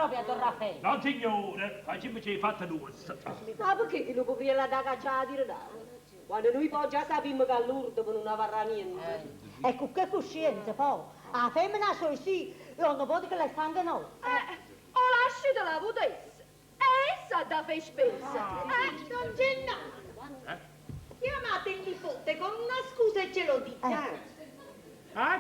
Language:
Neapolitan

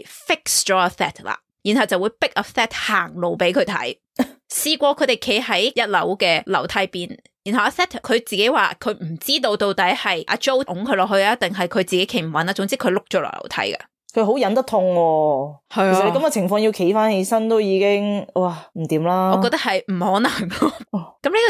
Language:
Cantonese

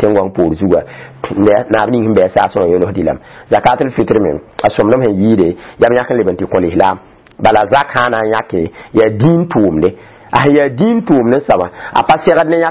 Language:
Mossi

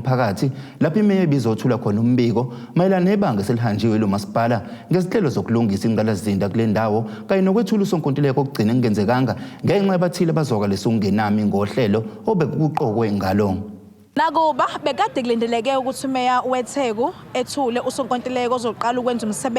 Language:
Zulu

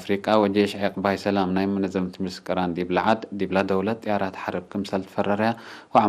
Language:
Tigre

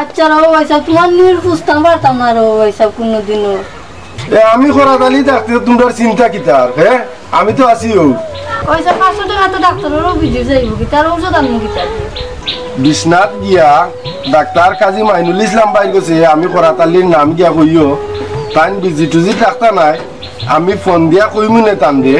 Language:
Sylheti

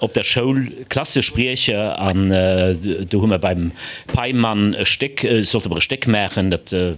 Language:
Luxembourgish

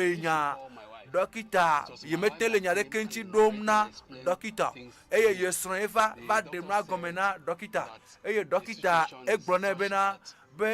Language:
Ewe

